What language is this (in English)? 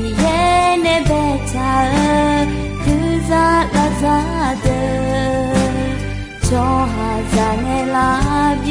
Akha